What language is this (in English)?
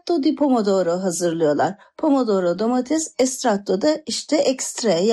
Turkish